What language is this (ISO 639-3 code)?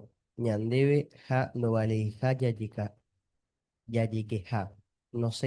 grn